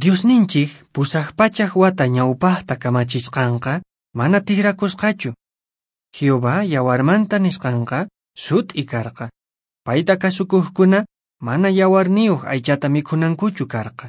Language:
Quechua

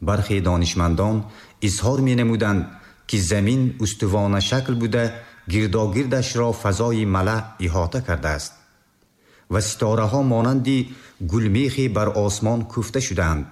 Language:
Tajik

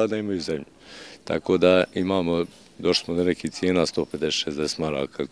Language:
Bosnian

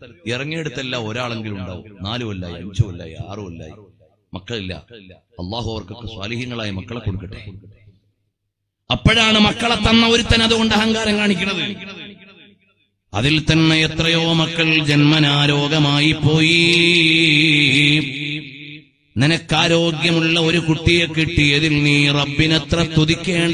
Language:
Malayalam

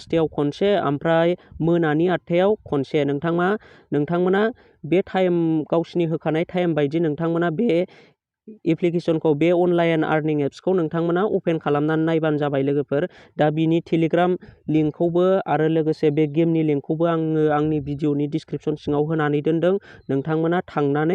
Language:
Bodo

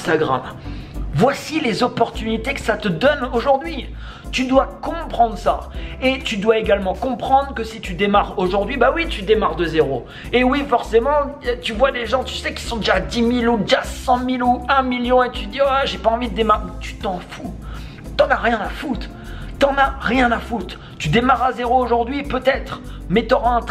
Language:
French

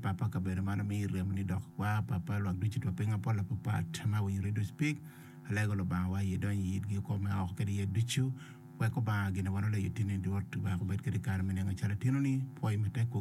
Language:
Acoli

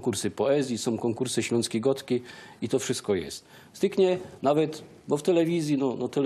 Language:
Silesian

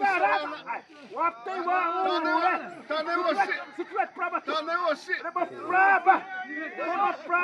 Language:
Xavánte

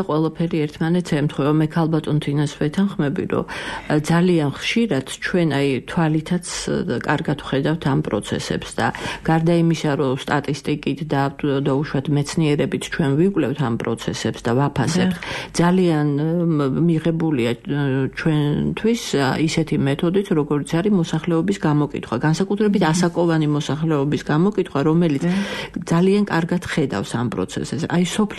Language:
Georgian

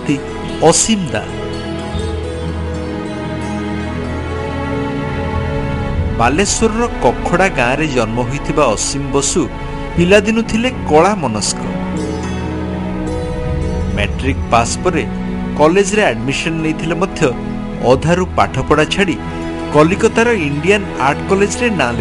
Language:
Odia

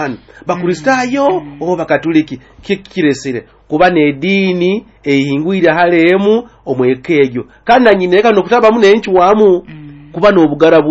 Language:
Nyoro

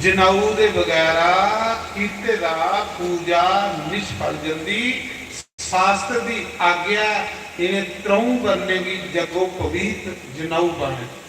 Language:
Dogri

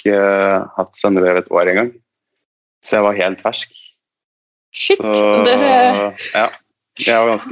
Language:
Norwegian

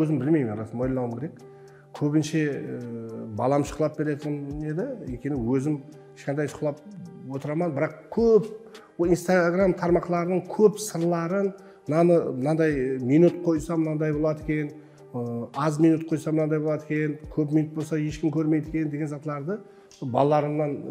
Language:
Kara-Kalpak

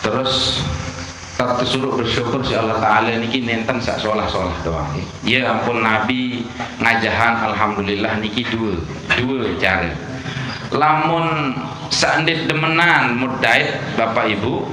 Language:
Sasak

